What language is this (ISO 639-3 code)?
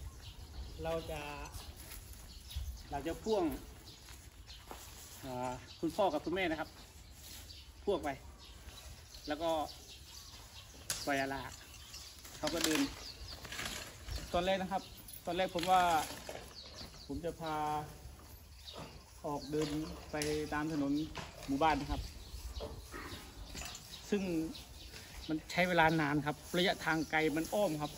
tha